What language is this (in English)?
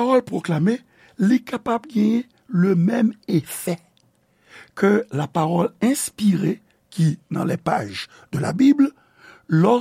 Haitian Creole